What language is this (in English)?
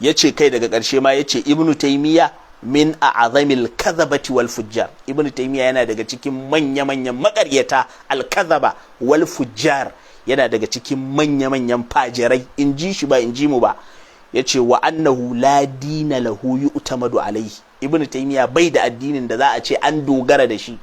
Hausa